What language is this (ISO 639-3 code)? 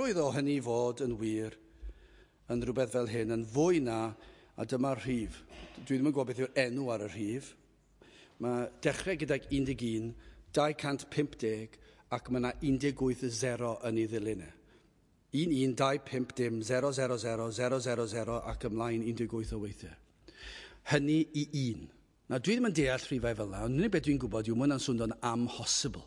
cym